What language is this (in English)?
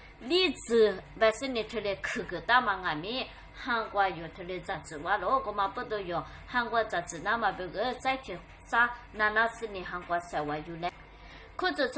Lisu